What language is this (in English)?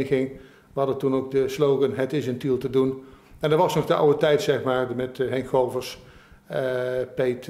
Dutch